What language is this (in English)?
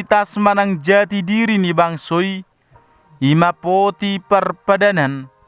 Batak Toba